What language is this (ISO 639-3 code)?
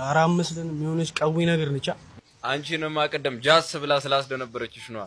amh